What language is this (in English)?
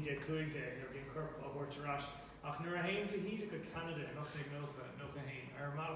Irish